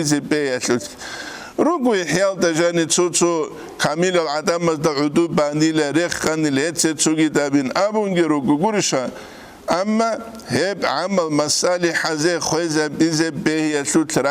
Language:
Avaric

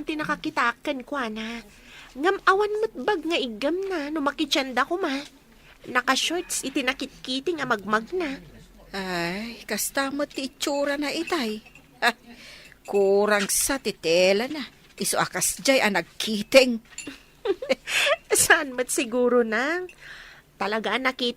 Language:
Iloko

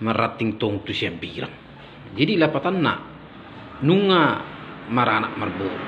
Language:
Batak Toba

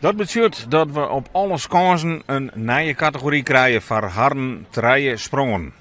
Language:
Western Frisian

